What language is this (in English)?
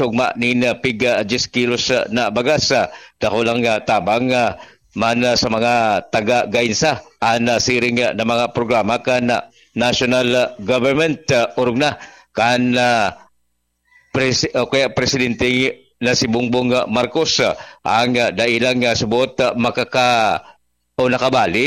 Bikol